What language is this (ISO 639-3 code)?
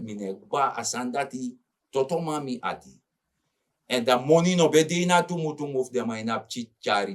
srn